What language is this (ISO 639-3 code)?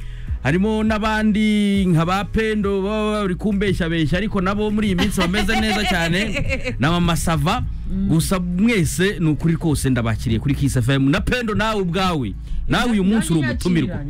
kin